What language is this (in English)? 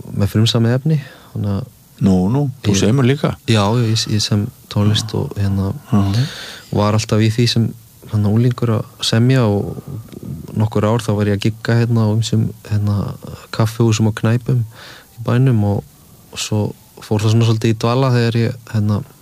Icelandic